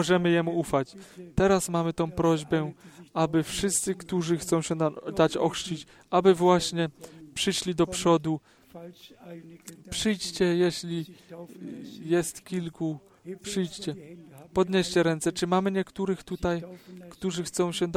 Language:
Polish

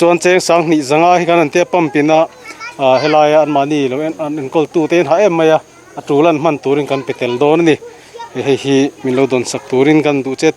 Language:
Mizo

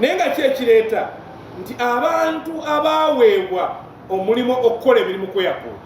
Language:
Ganda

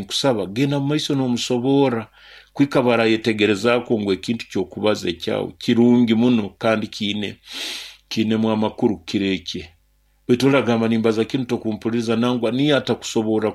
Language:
Nyoro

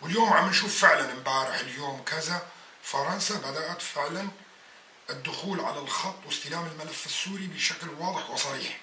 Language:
North Levantine Arabic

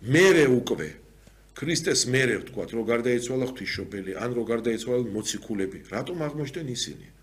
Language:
Georgian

